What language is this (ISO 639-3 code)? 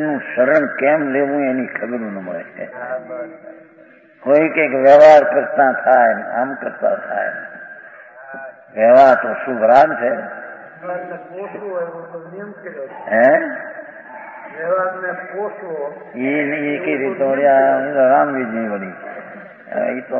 guj